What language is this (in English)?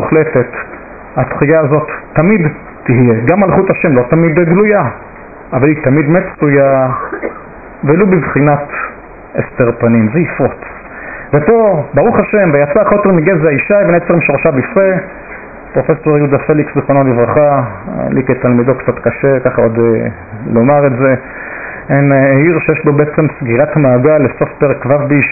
Hebrew